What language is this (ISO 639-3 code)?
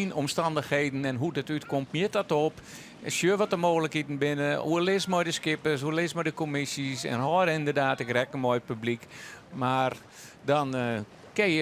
fry